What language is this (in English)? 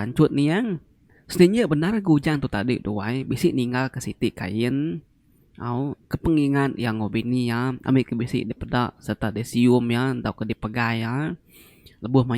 Iban